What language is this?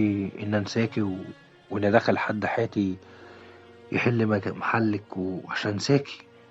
Egyptian Arabic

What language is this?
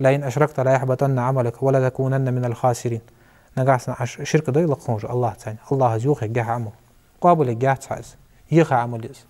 Ingush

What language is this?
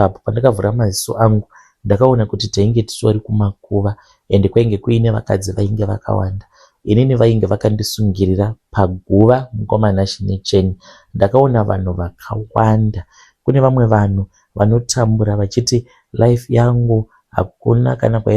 Shona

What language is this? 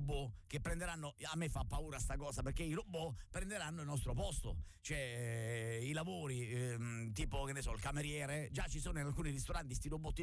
Italian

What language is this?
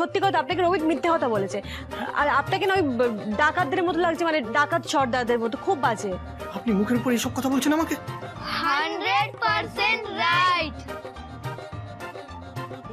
Bangla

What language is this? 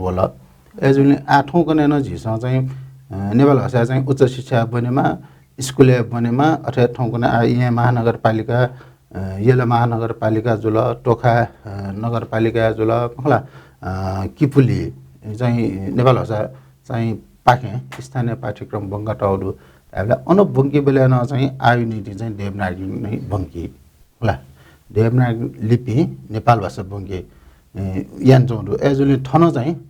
Newari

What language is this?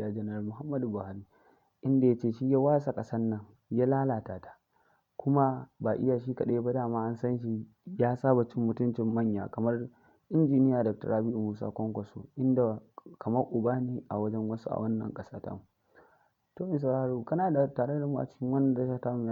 Hausa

